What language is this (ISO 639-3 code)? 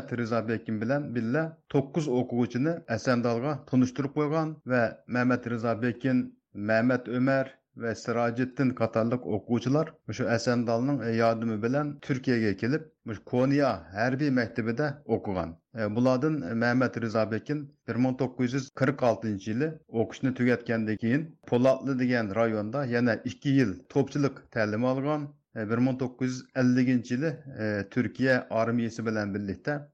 uig